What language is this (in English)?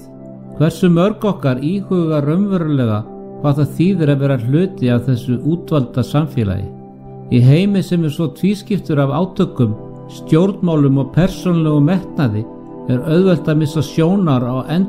Icelandic